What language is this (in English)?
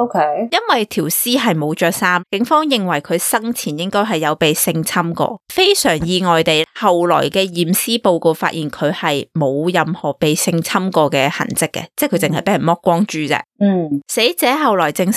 Cantonese